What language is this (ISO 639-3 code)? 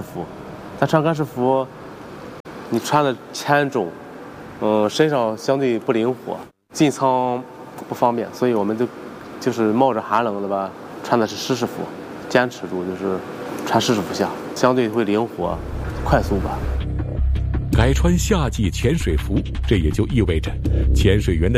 zho